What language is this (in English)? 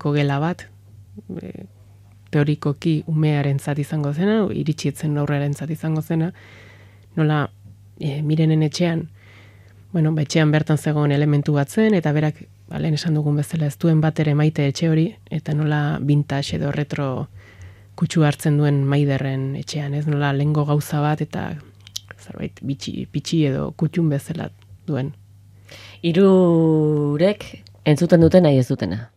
Basque